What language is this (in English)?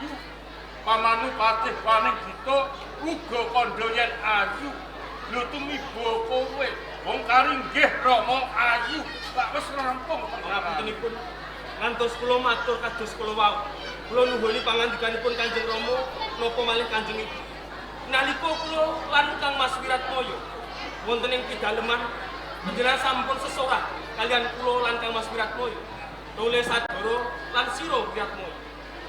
Javanese